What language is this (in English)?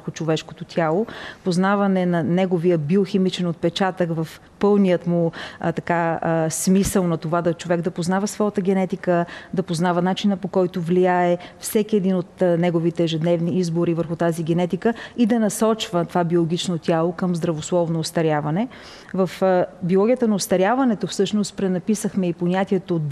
Bulgarian